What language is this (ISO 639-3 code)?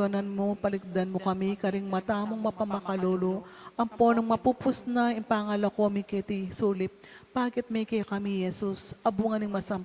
pam